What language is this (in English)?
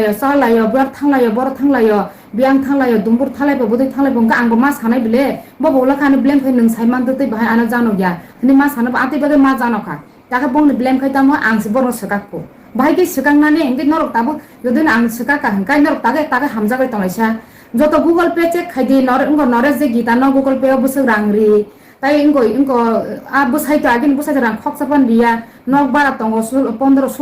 Kok Borok